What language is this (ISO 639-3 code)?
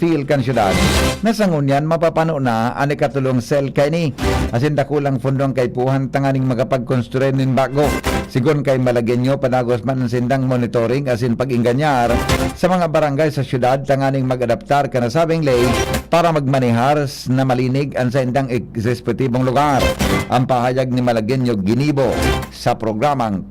bik